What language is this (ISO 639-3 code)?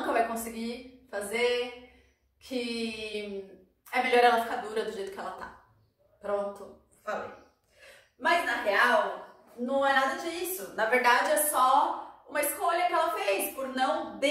por